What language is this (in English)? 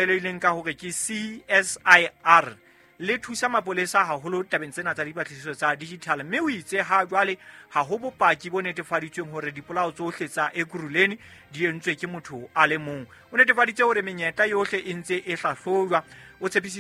Southern Sotho